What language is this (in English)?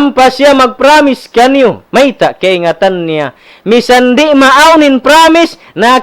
Tausug